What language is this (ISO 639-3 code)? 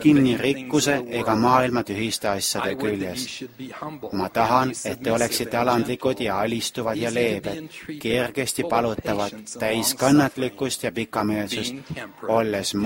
est